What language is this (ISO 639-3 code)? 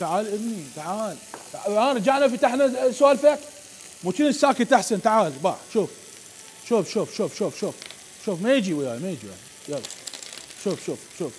acm